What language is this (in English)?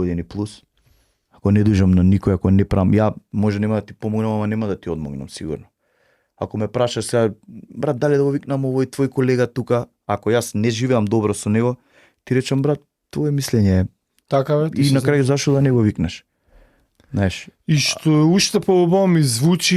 Macedonian